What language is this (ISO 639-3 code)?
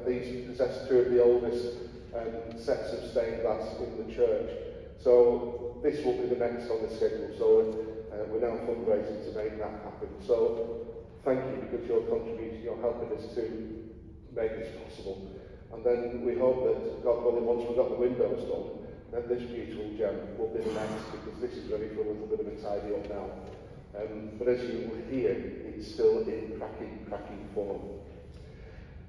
eng